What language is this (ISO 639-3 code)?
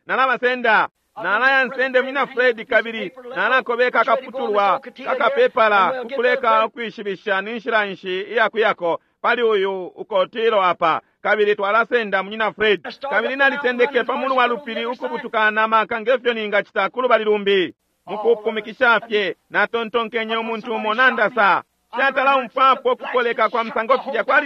bem